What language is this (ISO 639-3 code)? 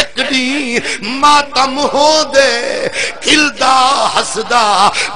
skr